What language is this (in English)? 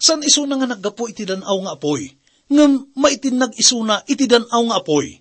Iloko